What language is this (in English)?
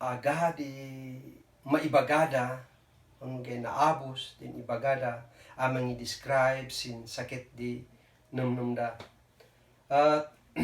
Kankanaey